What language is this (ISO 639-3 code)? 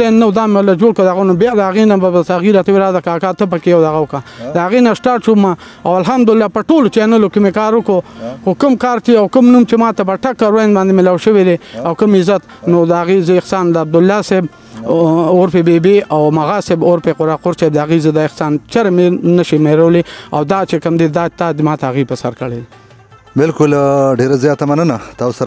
pus